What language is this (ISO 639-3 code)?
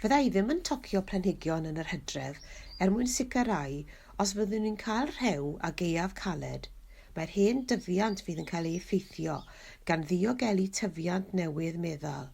cym